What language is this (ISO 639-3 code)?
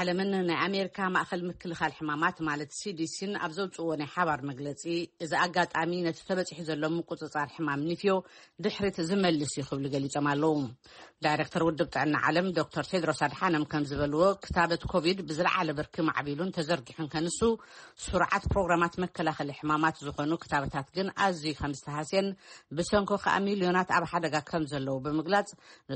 tir